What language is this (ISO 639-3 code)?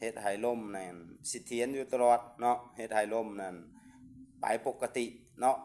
lao